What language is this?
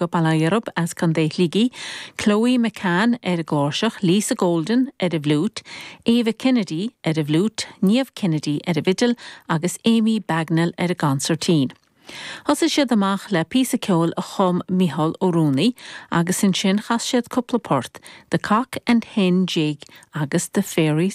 Irish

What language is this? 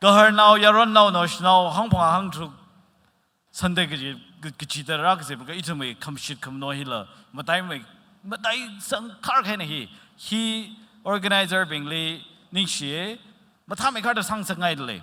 Tangkhul Naga (India)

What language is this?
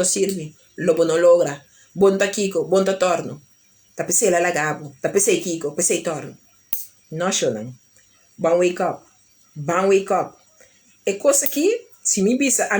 Papiamento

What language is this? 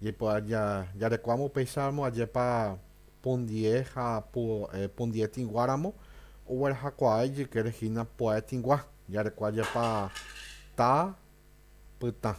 Guarani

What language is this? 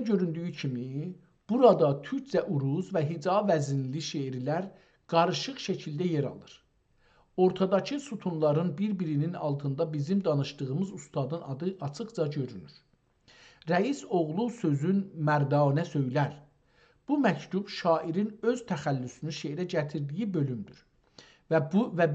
South Azerbaijani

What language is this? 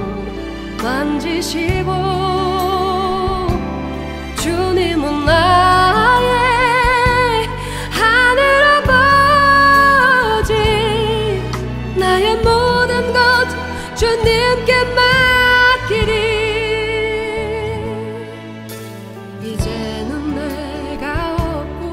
Korean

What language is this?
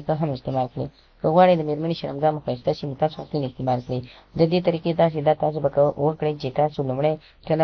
Pashto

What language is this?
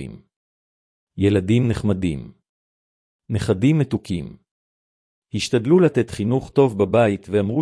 Hebrew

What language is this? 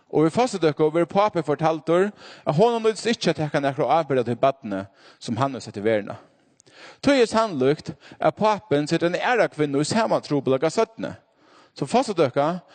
Faroese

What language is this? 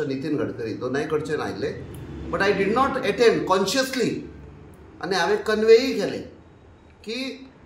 Konkani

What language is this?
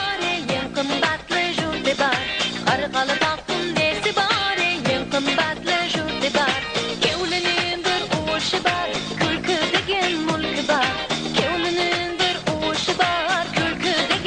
Kara-Kalpak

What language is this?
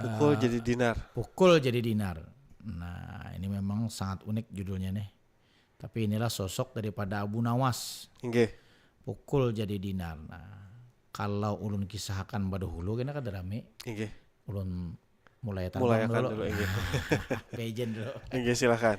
Banjar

